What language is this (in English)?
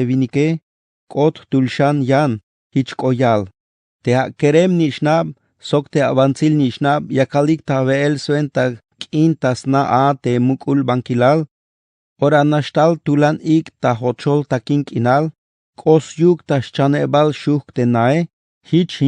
Tzeltal